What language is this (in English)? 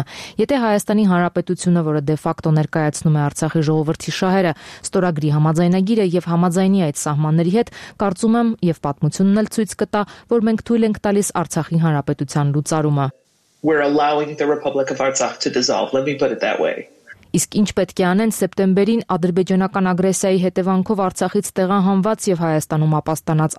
Armenian